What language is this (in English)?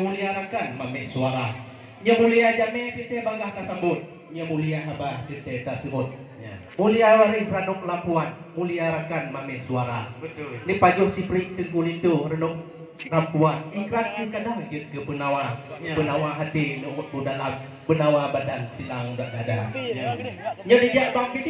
Achinese